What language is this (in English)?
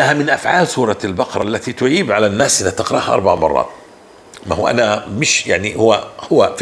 North Levantine Arabic